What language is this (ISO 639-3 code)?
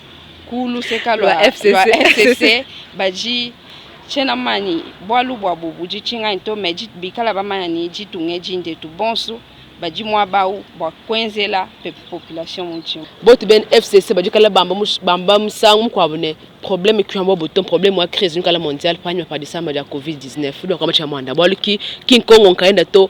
lua